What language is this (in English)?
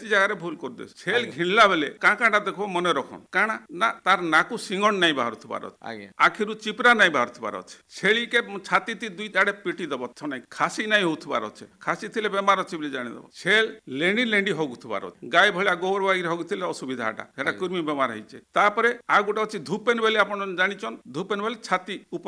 Odia